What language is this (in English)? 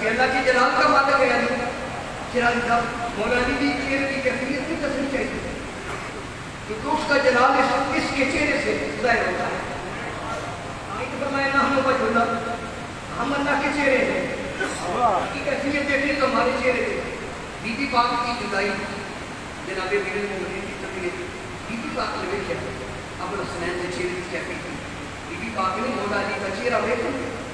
Urdu